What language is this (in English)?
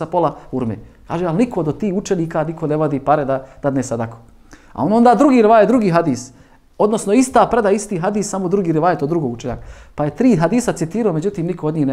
Bosnian